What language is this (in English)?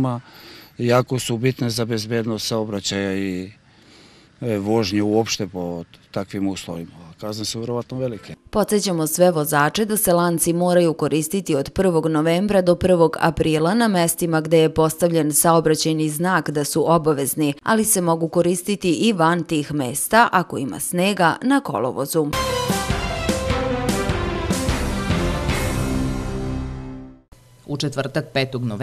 Serbian